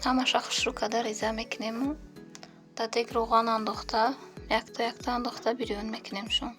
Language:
Tajik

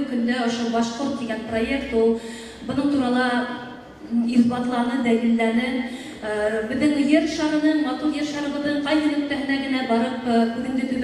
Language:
Bashkir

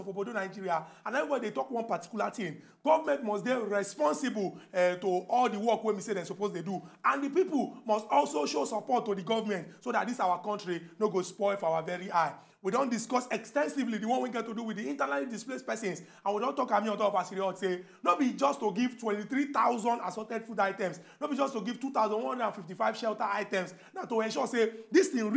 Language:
Nigerian Pidgin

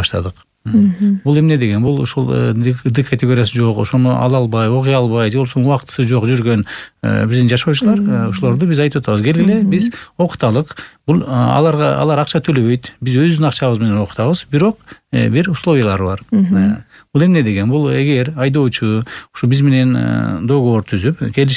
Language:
Kyrgyz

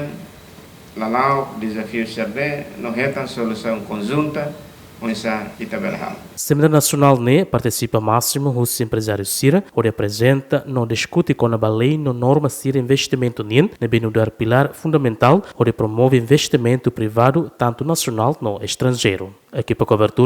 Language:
Tetum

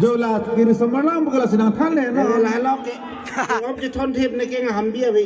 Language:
Karbi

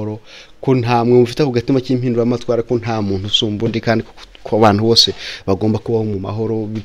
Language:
Kinyarwanda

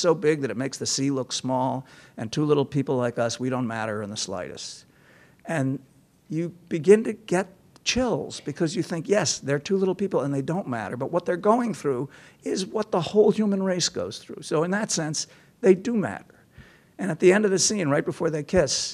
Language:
English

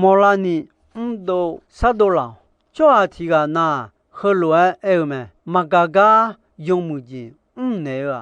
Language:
Akha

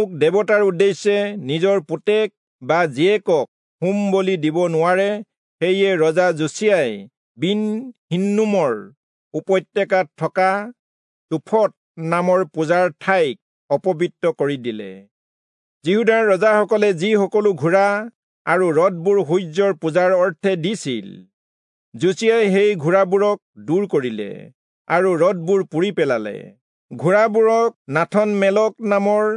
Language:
Assamese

